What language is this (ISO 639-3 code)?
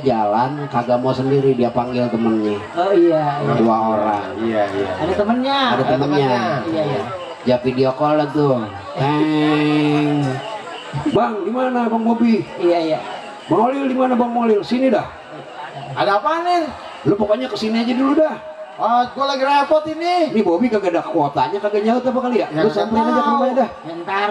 bew